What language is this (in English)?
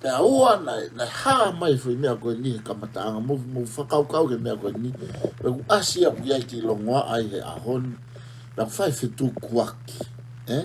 Tongan